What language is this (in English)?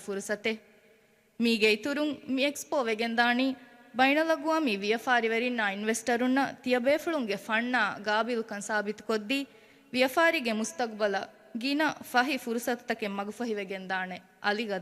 Divehi